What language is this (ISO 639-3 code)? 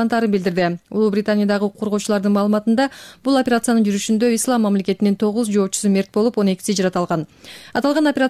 kir